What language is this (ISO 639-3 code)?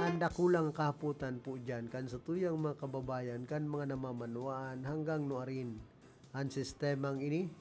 bik